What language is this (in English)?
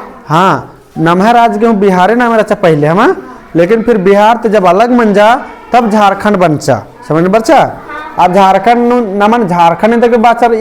Kurukh